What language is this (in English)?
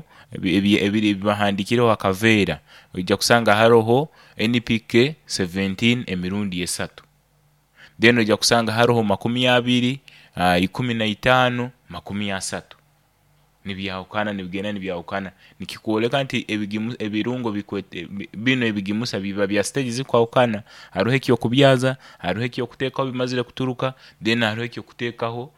Nyoro